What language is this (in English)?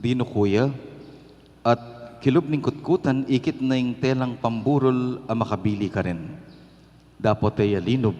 Pampanga